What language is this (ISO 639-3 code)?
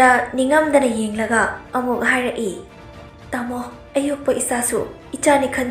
mni